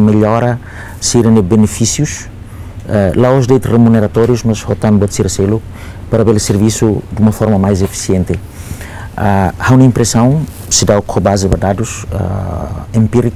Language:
Tetum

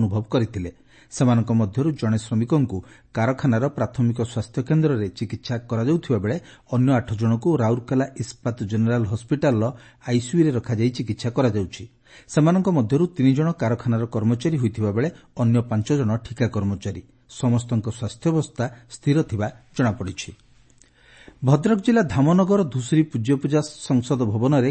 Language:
Odia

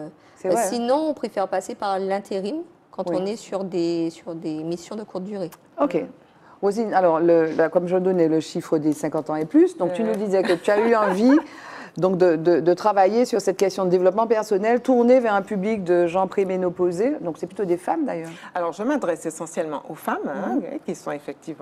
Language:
French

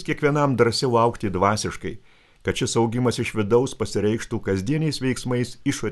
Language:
Lithuanian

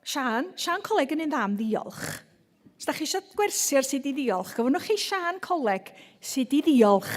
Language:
Welsh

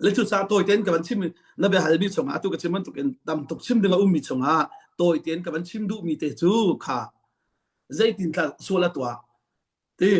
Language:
Hakha Chin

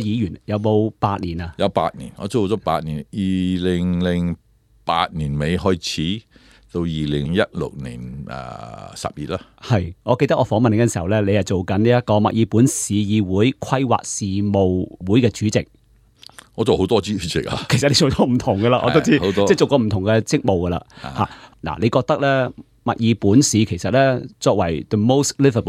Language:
Cantonese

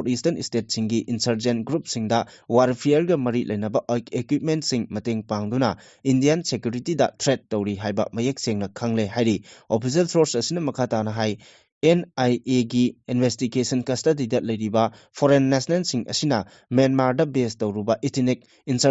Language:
Manipuri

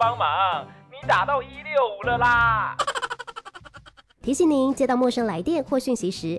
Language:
Chinese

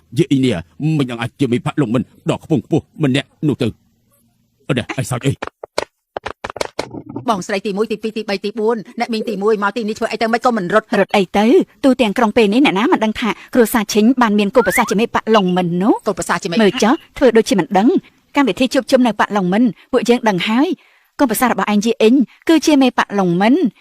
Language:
Khmer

